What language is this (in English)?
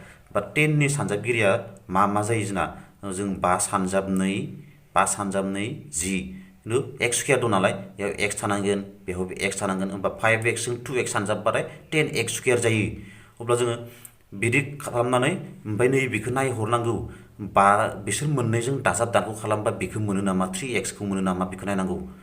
Bodo